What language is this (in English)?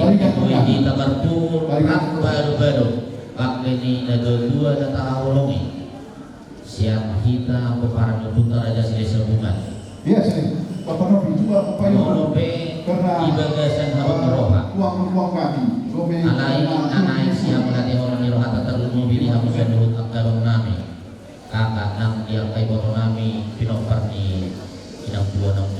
Batak Toba